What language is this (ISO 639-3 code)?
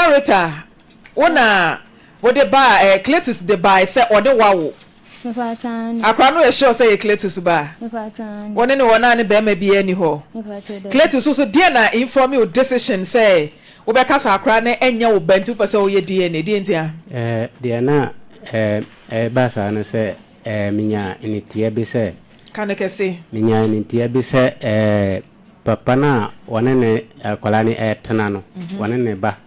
aka